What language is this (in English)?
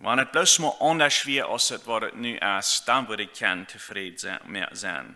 Plautdietsch